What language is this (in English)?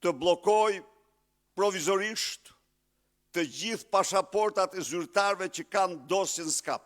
Albanian